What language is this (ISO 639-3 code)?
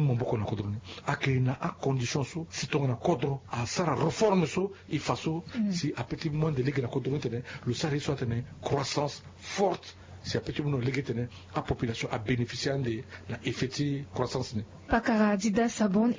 sag